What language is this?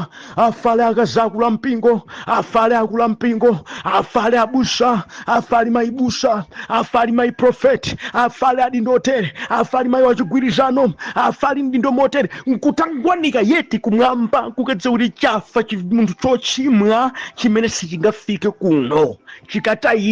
Nyanja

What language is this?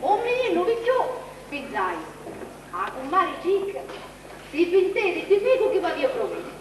Sicilian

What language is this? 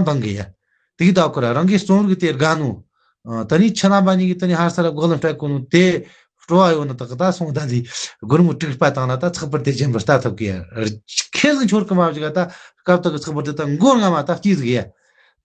Tibetan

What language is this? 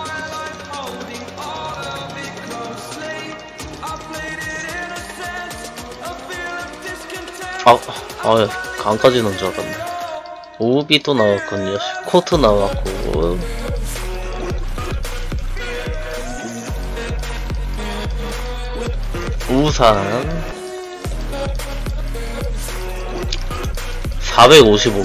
Korean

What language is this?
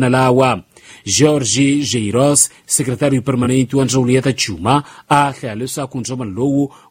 Tsonga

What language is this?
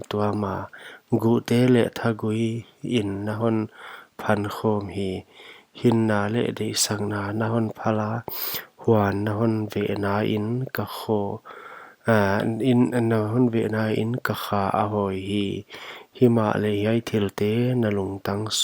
Paite Chin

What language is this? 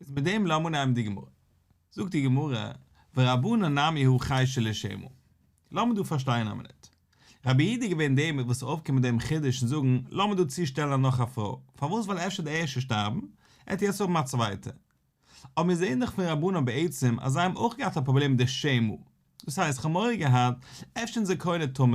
Yiddish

